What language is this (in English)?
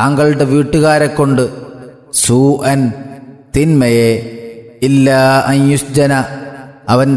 Malayalam